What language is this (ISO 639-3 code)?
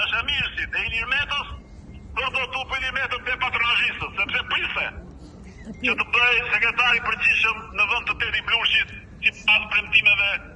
sqi